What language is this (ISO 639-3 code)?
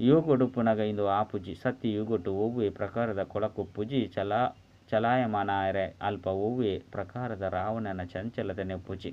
tcy